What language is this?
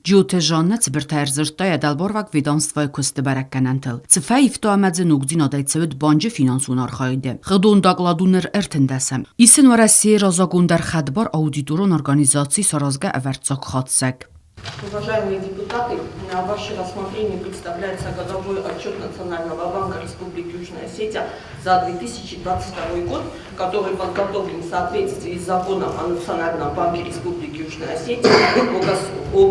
Ossetic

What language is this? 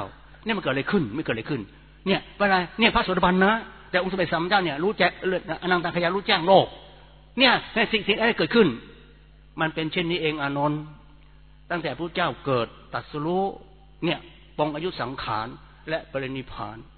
Thai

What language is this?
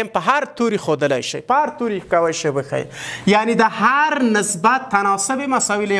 Pashto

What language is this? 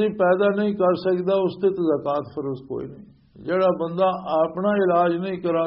Western Panjabi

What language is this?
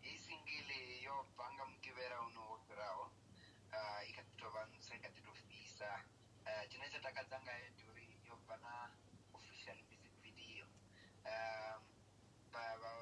Venda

